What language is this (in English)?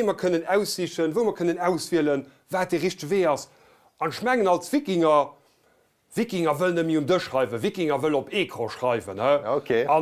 Luxembourgish